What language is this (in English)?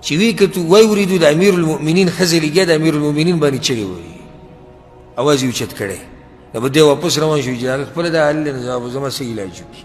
Pashto